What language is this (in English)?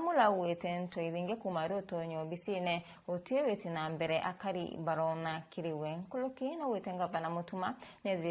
Meru